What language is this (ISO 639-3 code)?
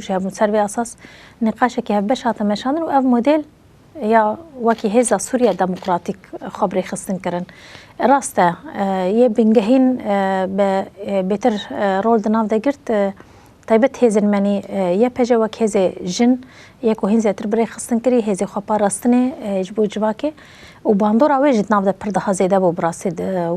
kur